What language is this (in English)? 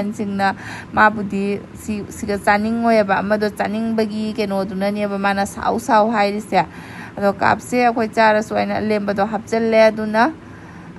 Manipuri